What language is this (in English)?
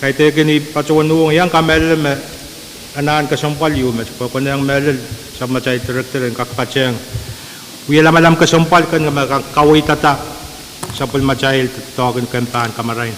Pohnpeian